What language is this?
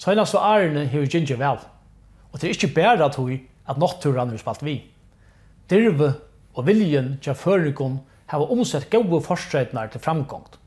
Faroese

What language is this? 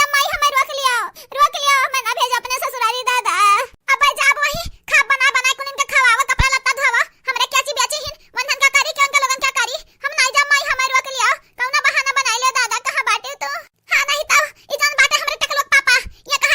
Awadhi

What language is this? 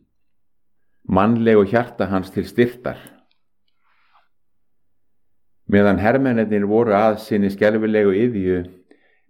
Icelandic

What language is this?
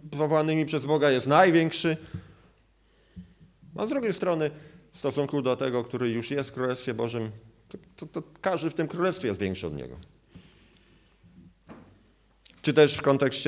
Polish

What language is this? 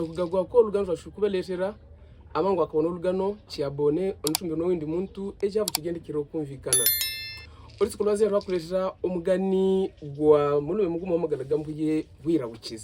Havu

